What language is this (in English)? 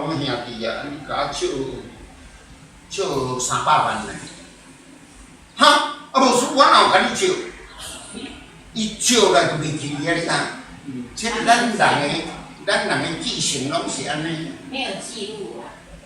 Min Nan Chinese